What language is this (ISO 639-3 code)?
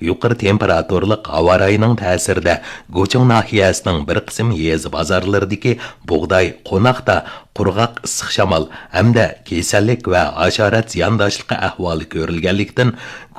uig